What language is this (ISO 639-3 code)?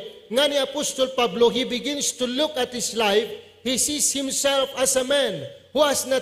ilo